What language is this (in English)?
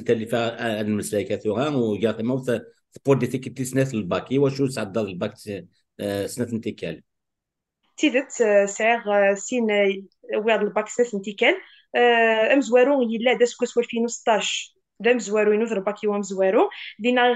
Kabyle